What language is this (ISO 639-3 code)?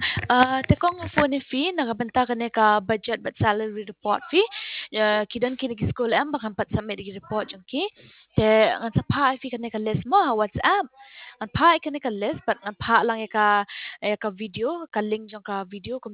kha